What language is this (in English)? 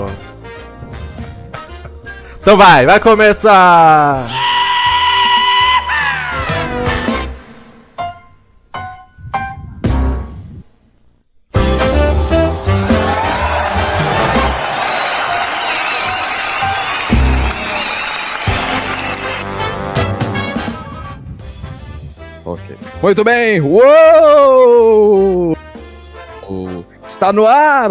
Portuguese